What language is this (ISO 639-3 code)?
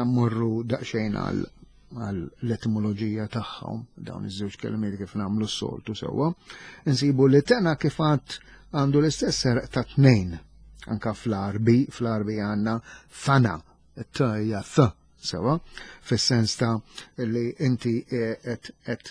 mlt